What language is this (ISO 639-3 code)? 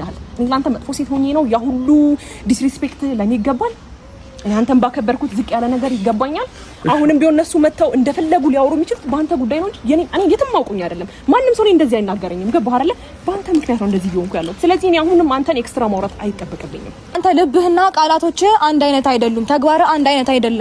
amh